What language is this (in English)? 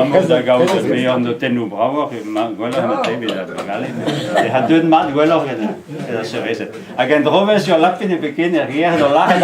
Breton